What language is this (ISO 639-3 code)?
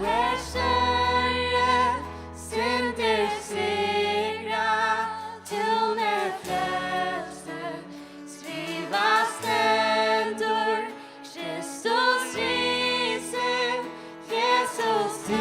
fao